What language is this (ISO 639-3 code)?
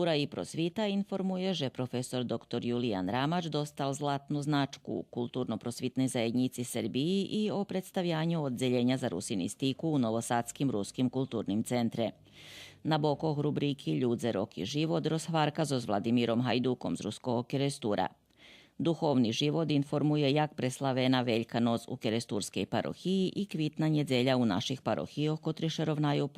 rue